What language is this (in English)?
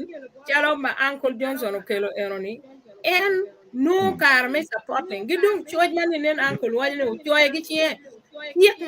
Acoli